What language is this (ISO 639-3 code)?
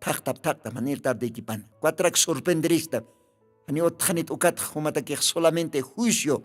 aym